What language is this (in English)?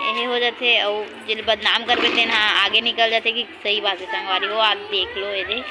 Chhattisgarhi